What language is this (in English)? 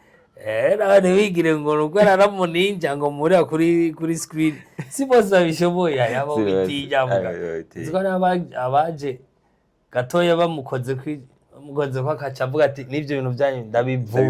Rundi